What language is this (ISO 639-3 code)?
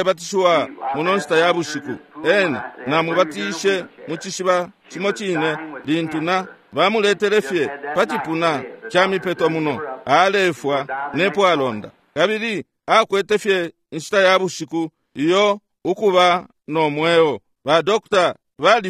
bem